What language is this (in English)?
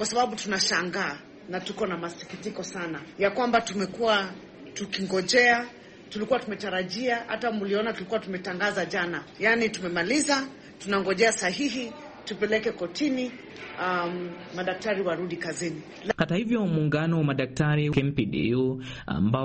Swahili